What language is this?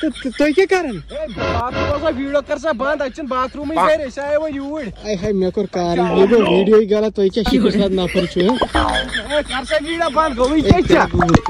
Kashmiri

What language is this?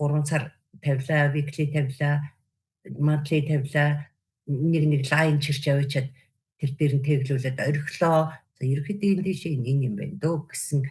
Mongolian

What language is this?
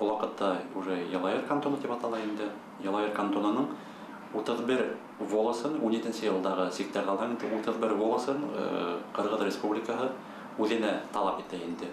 Bashkir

